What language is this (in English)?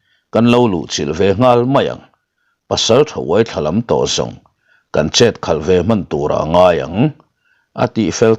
Mizo